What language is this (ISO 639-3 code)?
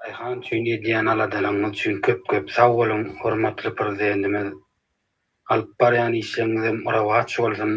tuk